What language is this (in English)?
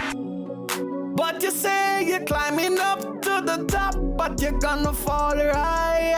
Jamaican Creole English